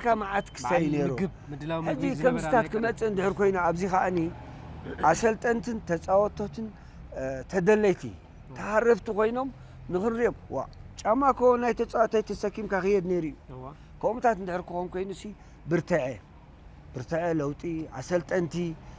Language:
Tigrinya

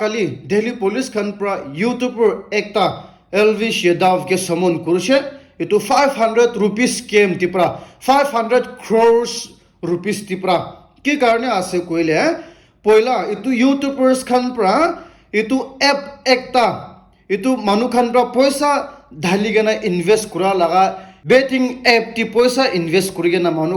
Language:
Naga Pidgin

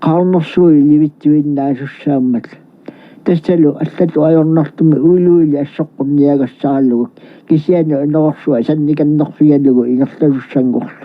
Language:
Kalaallisut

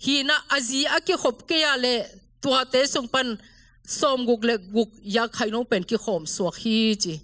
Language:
Tedim Chin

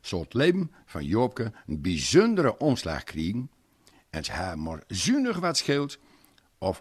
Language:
Gronings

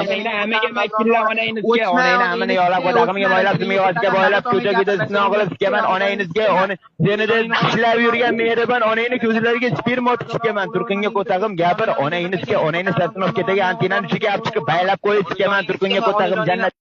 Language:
Uzbek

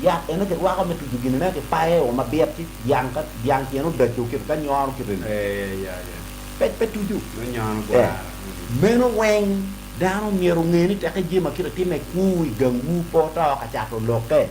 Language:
Acoli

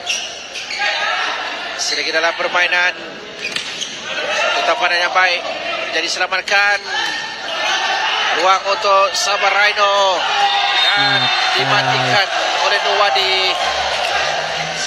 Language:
Malay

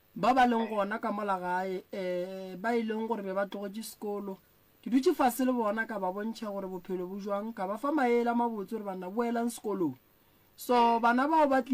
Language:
Northern Sotho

